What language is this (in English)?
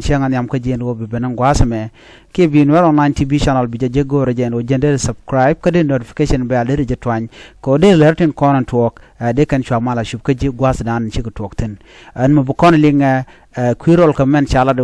Nuer